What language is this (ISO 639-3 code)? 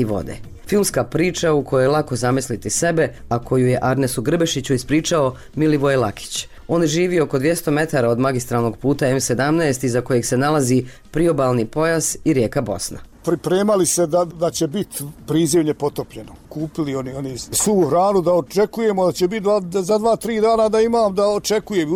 bos